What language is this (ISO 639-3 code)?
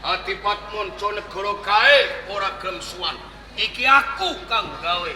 jav